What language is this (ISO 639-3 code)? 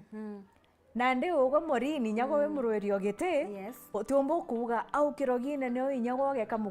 mer